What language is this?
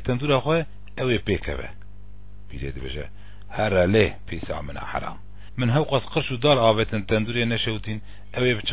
Kurdish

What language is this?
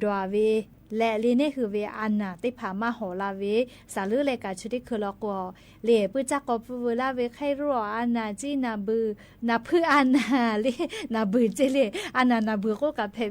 Lahu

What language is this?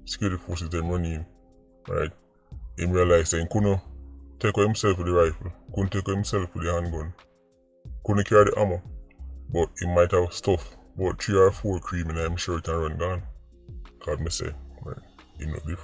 Jamaican Creole English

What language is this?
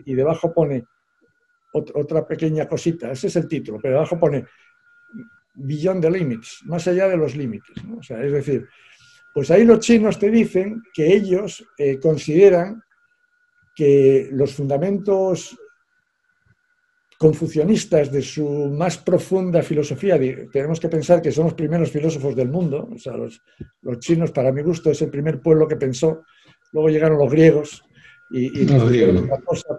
Spanish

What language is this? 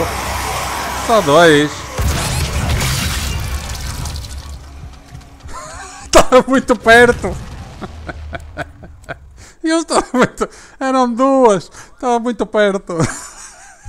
Portuguese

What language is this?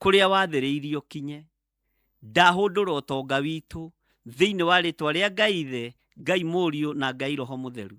Kikuyu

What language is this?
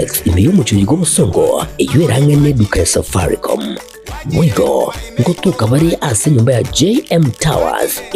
Gusii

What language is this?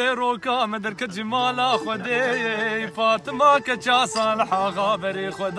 Kurdish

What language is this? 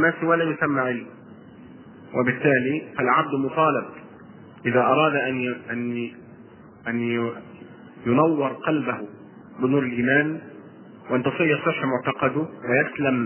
Arabic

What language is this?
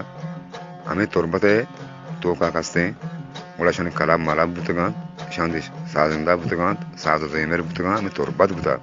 Eastern Balochi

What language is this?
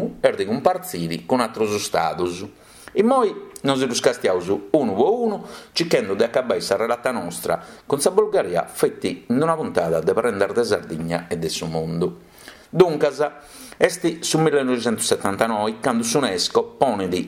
Sardinian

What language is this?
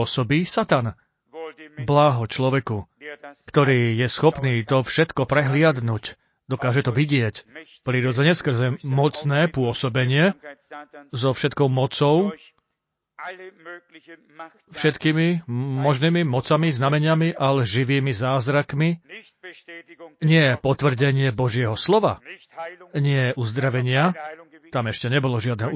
Slovak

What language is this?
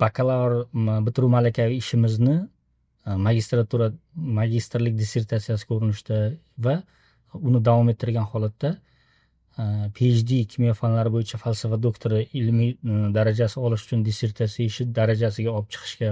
Uzbek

